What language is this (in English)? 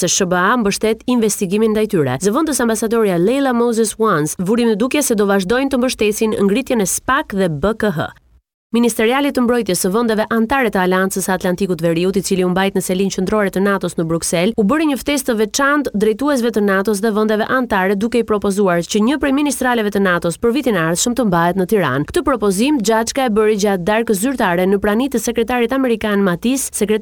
Albanian